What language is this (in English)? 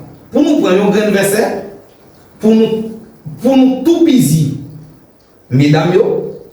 Haitian Creole